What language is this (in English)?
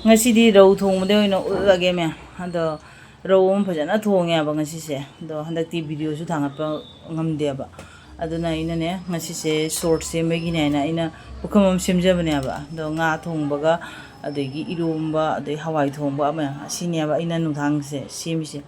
Manipuri